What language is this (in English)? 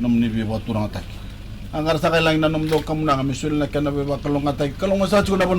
Fijian